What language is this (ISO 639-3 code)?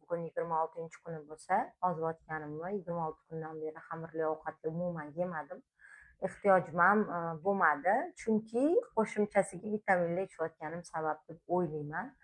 uzb